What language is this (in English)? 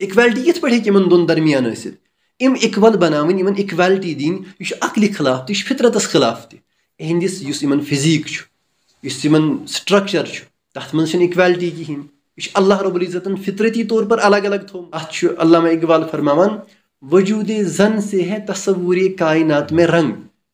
Kashmiri